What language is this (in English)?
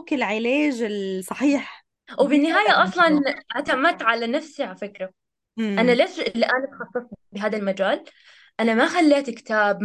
North Levantine Arabic